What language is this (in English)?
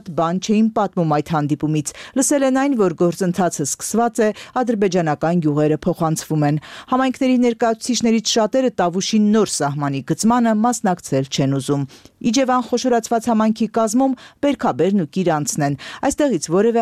Armenian